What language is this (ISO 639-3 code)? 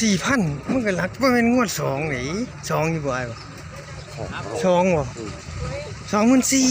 tts